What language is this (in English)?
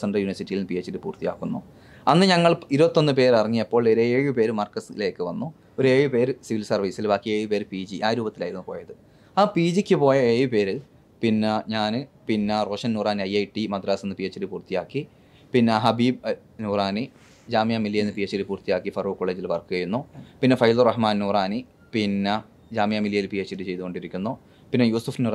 Malayalam